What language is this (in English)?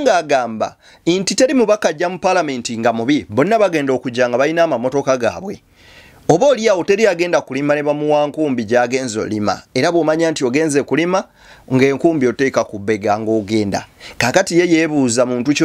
Ganda